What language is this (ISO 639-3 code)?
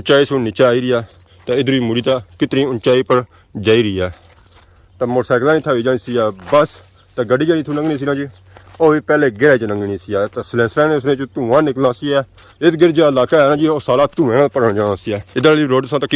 phr